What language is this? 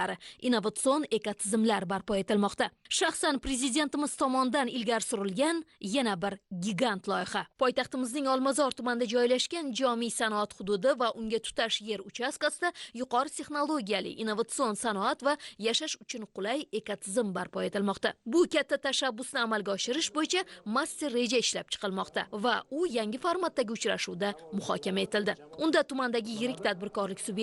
Uzbek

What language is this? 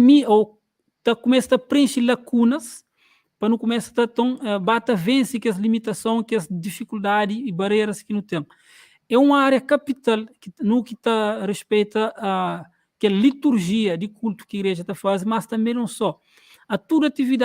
Kabuverdianu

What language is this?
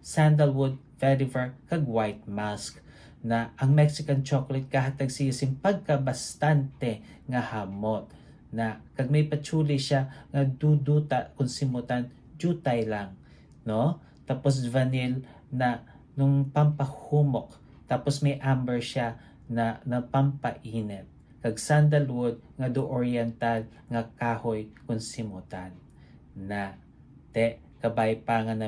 Hiligaynon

